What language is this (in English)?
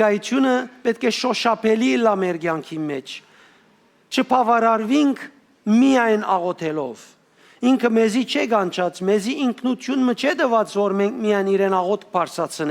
Western Armenian